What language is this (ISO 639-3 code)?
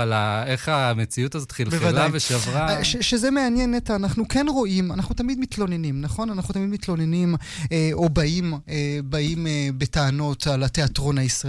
heb